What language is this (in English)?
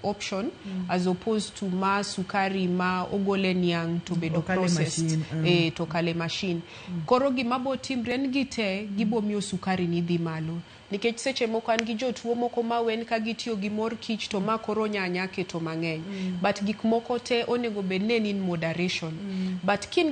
Luo (Kenya and Tanzania)